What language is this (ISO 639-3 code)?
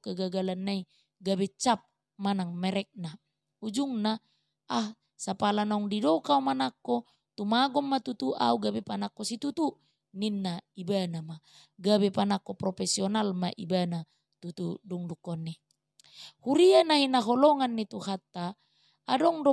bbc